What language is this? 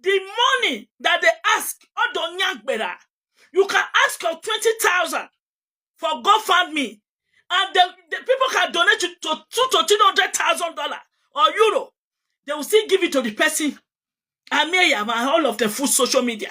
Nigerian Pidgin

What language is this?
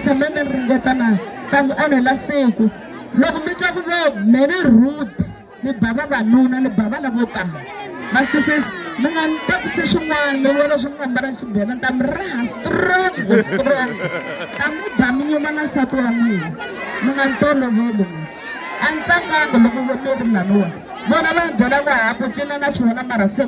Tsonga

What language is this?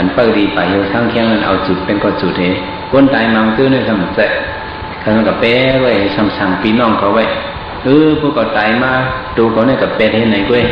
Shan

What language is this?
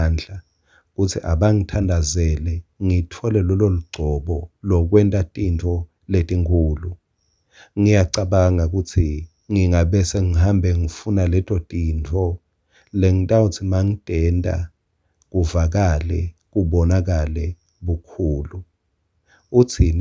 Swati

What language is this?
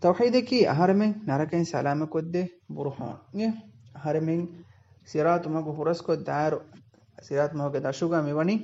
Divehi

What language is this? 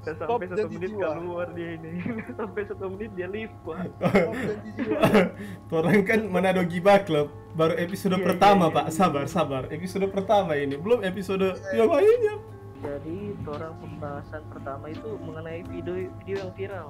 Manado Malay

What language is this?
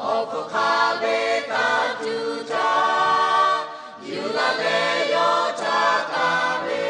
Lahu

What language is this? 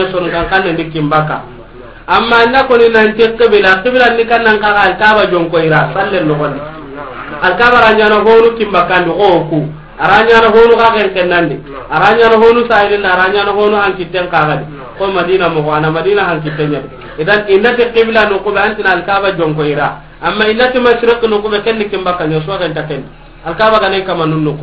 Soninke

